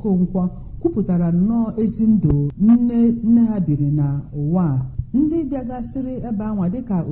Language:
Igbo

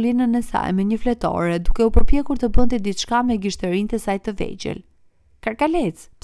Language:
Albanian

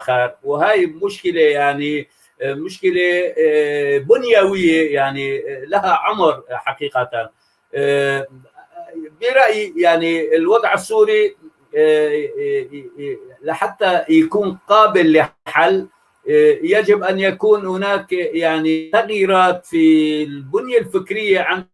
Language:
North Levantine Arabic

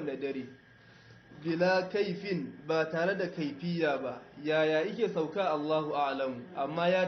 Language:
Hausa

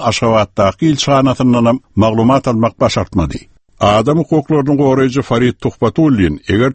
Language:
Turkmen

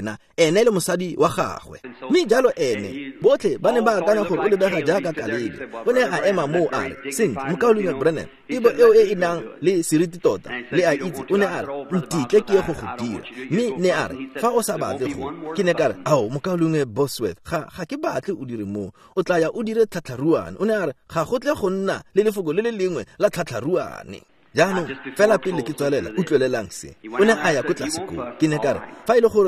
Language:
Tswana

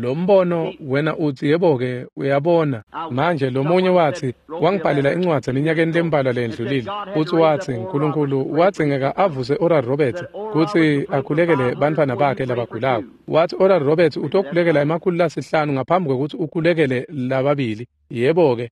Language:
Swati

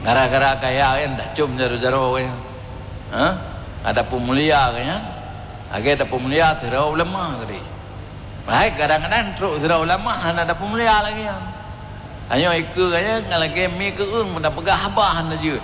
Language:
Achinese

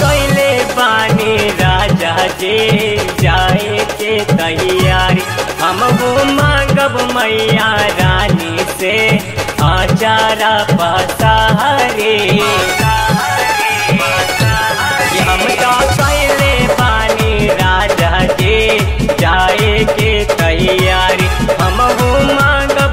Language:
Bhojpuri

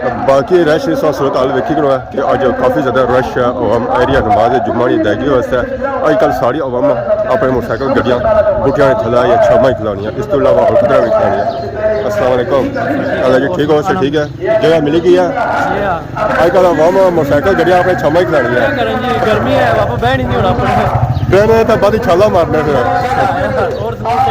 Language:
Pahari-Potwari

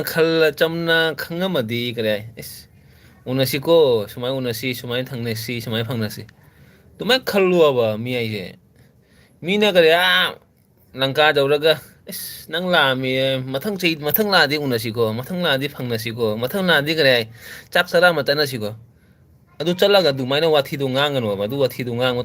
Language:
Manipuri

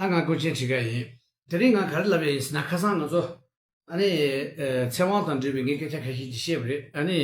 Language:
Tibetan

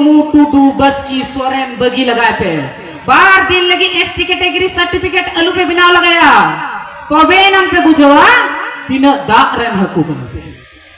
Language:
Santali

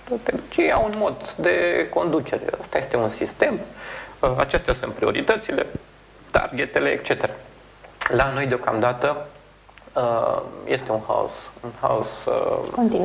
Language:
Romanian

